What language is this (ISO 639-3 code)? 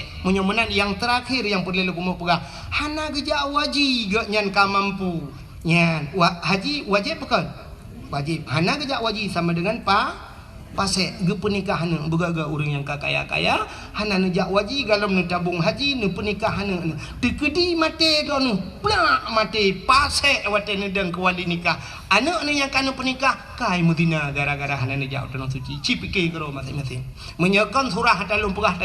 ace